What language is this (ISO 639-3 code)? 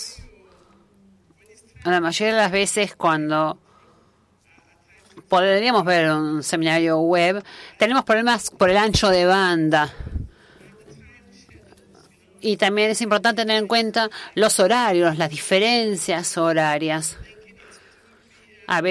spa